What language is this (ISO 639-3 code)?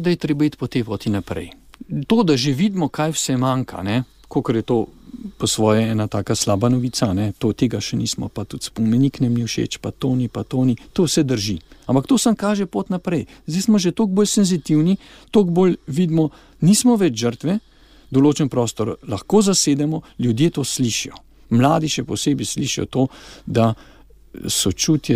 slv